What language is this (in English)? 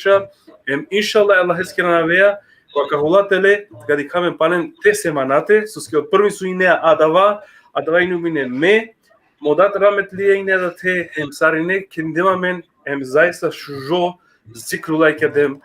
Balkan Romani